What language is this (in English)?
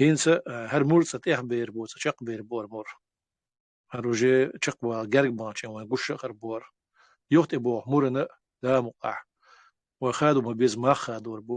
Chechen